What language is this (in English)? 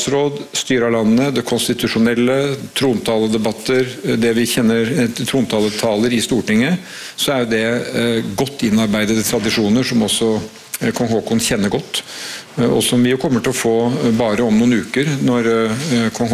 Norwegian